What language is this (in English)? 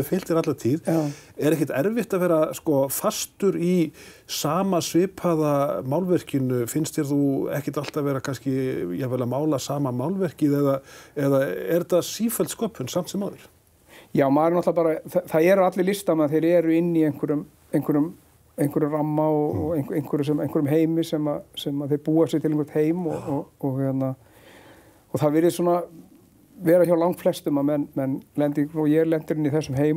Icelandic